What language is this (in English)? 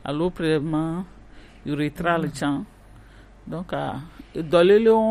Gen